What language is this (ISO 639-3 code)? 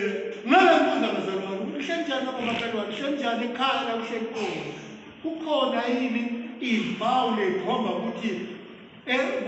ssw